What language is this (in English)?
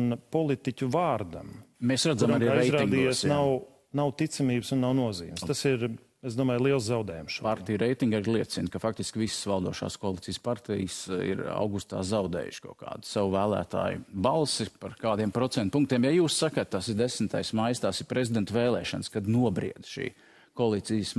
Latvian